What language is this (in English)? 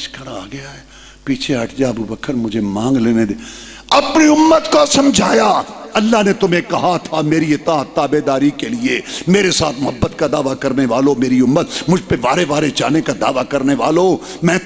Urdu